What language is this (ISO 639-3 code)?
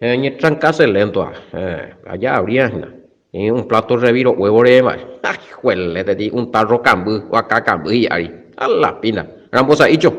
grn